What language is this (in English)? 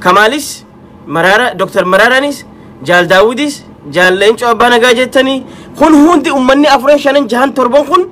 Oromo